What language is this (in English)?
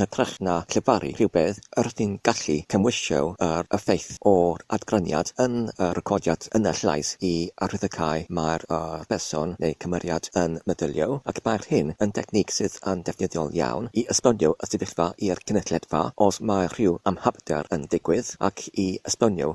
Welsh